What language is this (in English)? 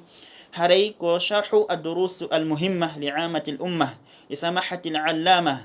Fula